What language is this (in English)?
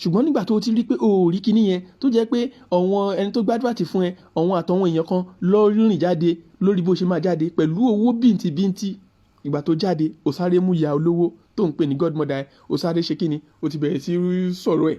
Yoruba